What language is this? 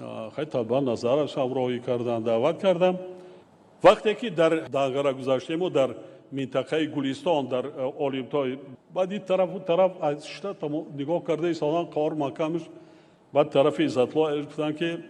Tajik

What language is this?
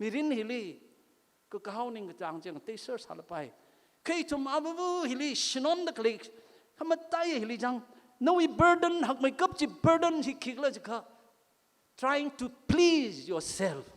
Tangkhul Naga (India)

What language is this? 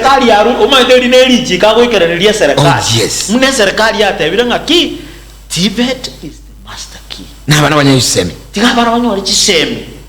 Gusii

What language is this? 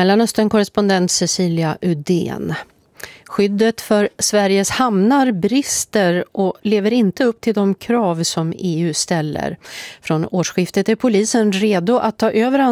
Swedish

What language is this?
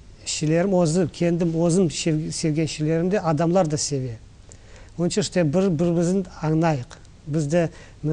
Crimean Tatar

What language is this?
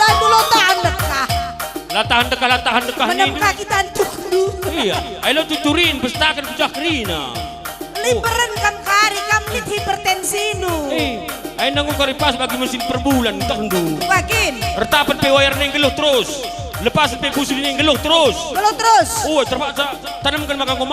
Batak Karo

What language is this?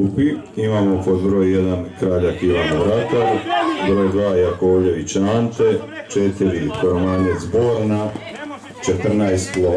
Croatian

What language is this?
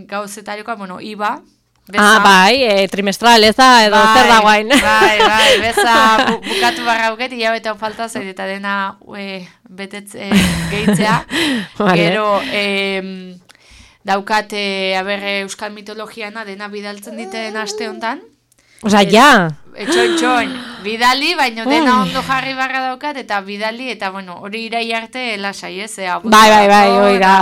Basque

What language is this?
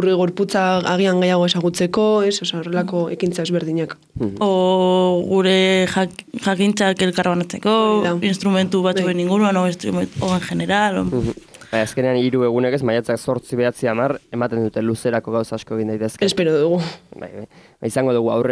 Basque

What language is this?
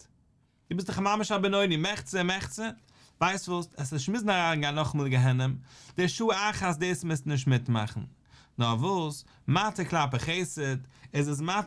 Yiddish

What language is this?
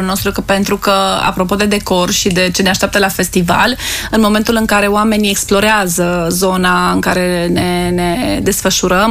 Romanian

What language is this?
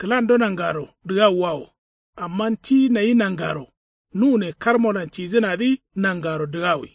Kanuri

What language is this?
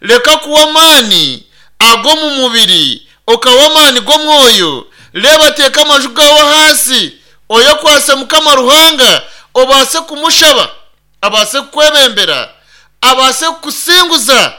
Nyankole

